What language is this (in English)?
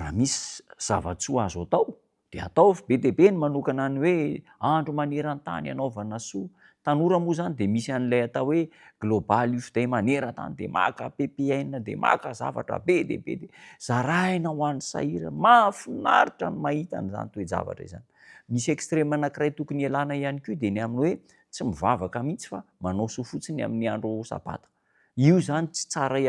Malagasy